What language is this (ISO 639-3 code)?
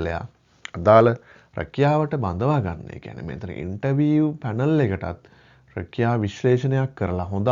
sin